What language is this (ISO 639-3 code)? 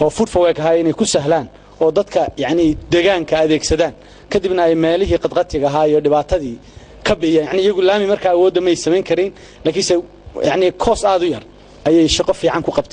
som